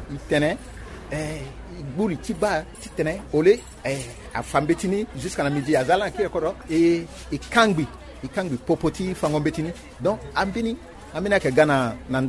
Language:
Sango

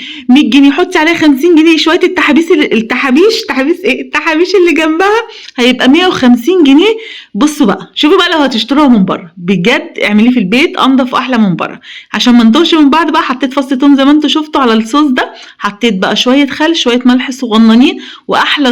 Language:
Egyptian Arabic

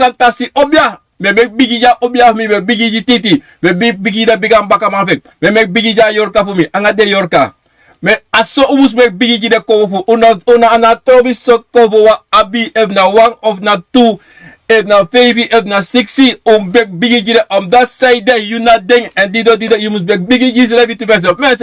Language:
Sranan Tongo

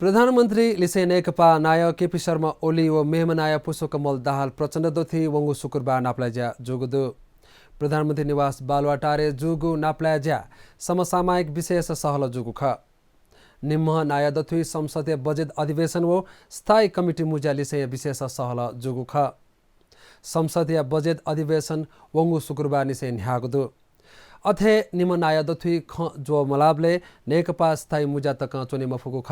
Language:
Newari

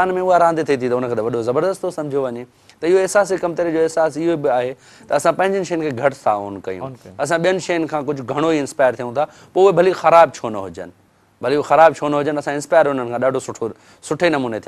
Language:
Sindhi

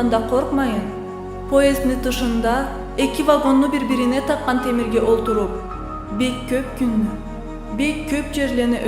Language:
Karachay-Balkar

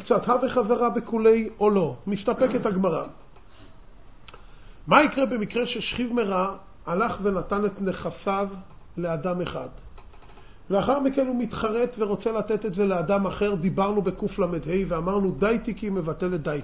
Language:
Hebrew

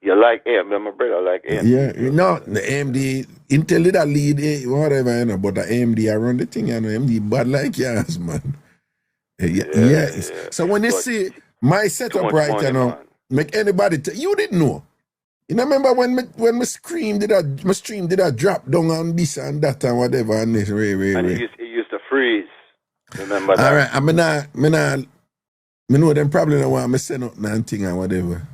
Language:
Jamaican Creole English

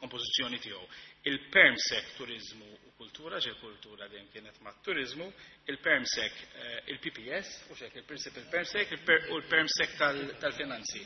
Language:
Maltese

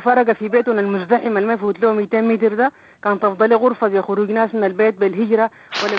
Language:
Sudanese Arabic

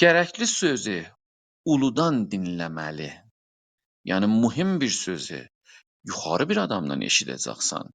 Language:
South Azerbaijani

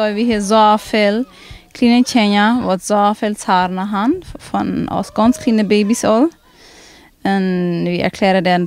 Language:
Plautdietsch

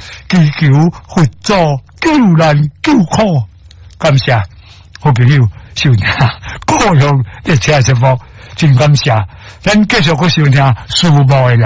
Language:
Min Nan Chinese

